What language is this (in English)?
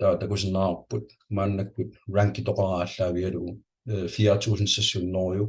Kalaallisut